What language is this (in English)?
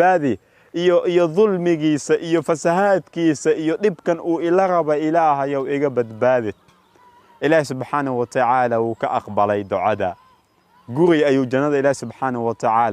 Somali